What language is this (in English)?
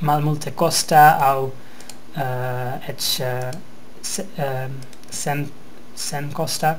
Esperanto